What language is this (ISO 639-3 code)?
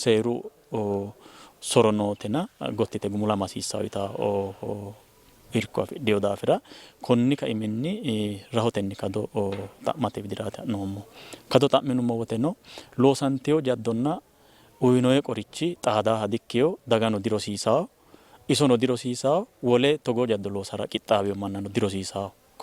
sid